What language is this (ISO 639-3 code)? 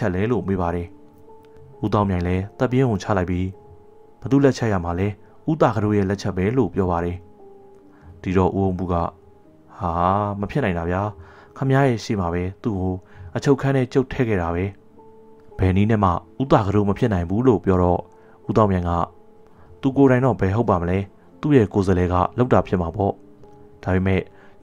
mya